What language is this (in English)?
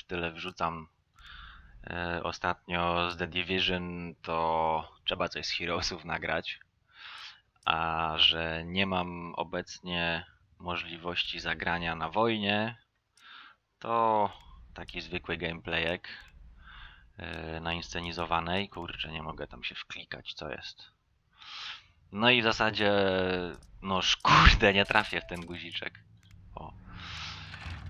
Polish